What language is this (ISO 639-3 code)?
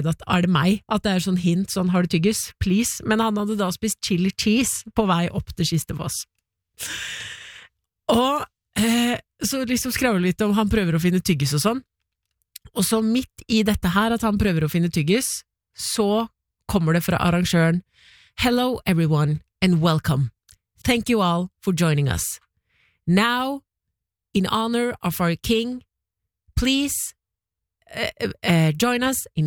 nor